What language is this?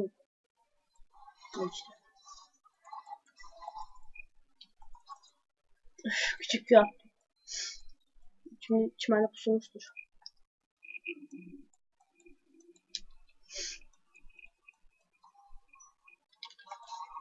Turkish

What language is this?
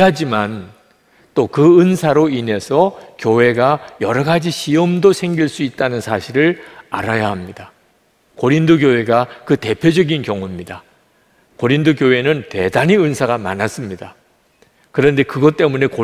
Korean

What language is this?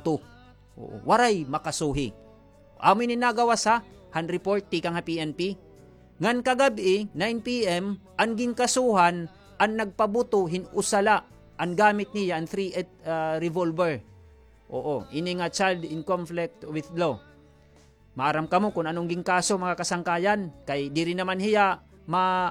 Waray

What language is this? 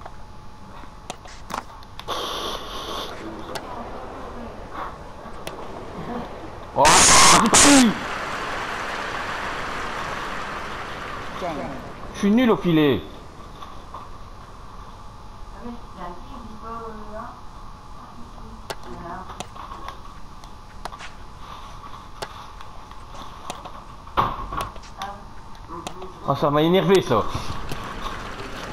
French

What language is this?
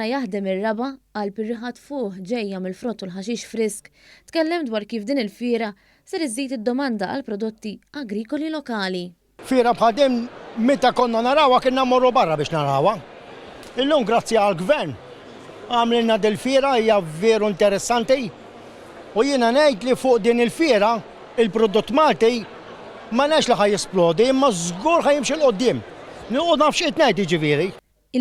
Maltese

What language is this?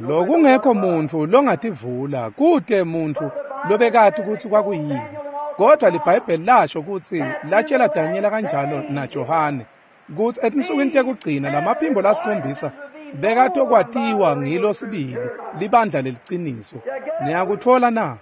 Swati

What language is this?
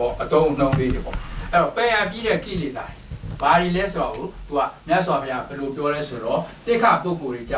Burmese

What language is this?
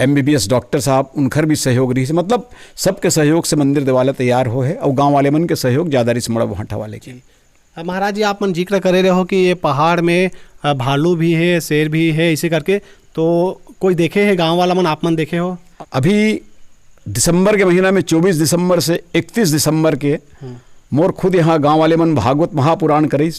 Chhattisgarhi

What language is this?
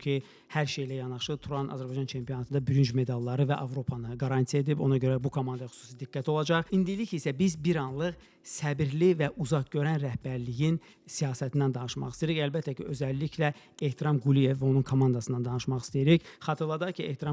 Azerbaijani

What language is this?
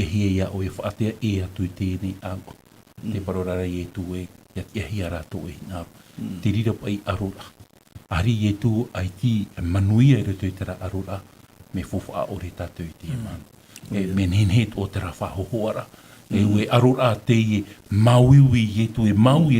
Tahitian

